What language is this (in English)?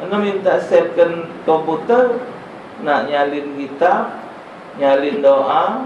Musi